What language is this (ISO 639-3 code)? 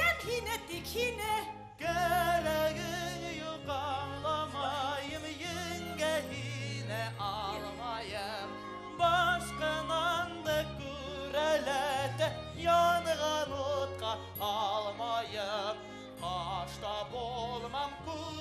bak